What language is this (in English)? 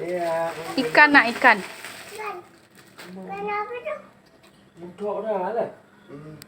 Musi